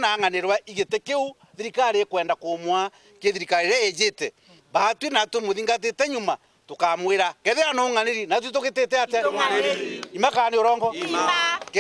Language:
Meru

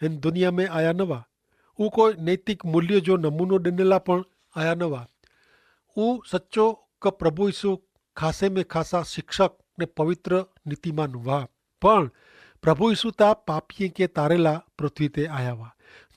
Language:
Kachhi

